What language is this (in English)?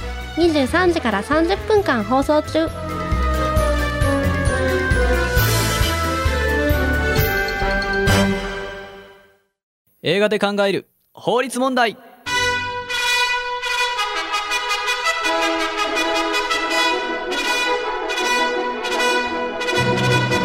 Japanese